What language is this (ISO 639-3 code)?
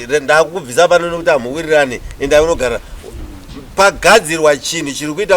sna